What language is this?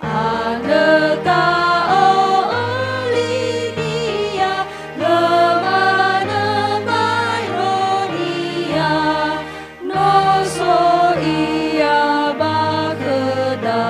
Nias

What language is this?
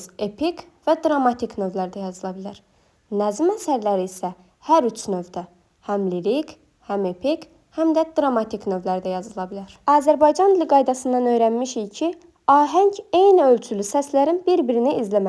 Azerbaijani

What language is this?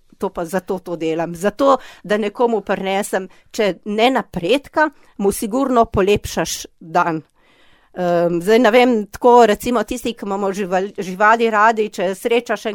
Slovenian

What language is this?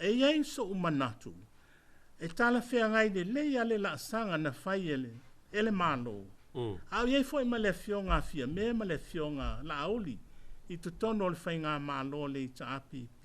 Samoan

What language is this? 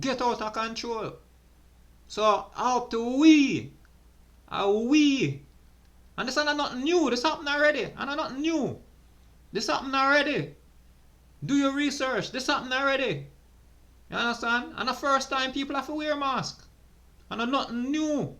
Jamaican Creole English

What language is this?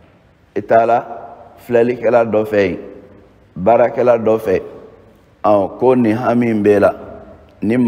Bambara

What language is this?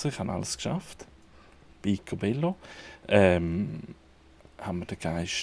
Swiss German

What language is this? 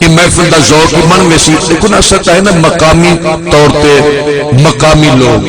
Saraiki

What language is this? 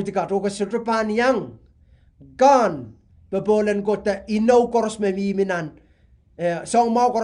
Pohnpeian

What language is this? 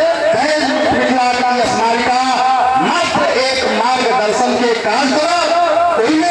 Maithili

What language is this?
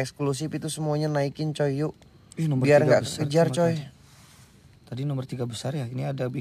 Indonesian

